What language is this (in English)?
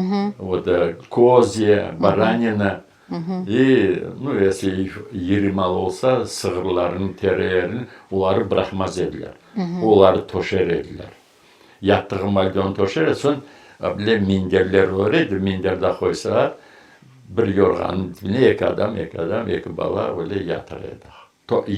Crimean Tatar